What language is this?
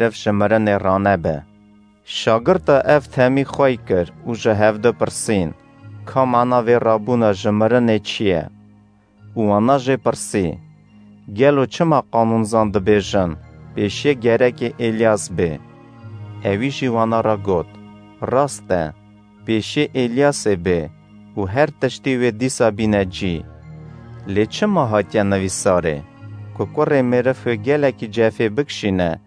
Kurdish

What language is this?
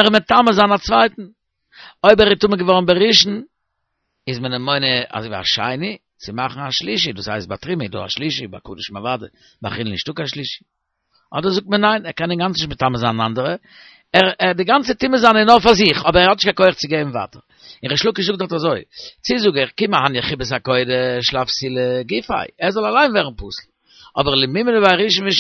Yiddish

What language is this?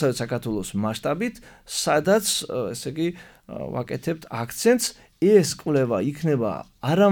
Georgian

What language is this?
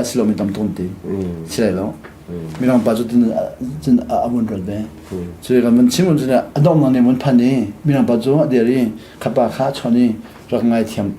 Hakha Chin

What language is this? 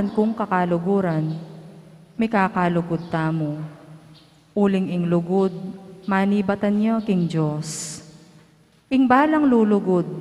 Pampanga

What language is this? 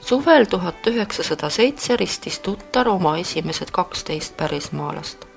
Estonian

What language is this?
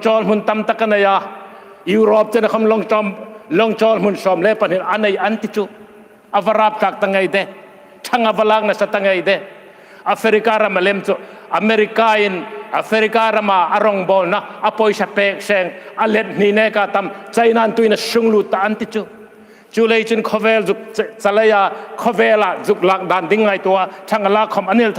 Hmar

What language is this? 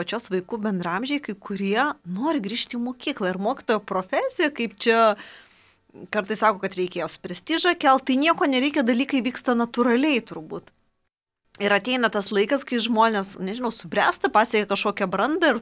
Lithuanian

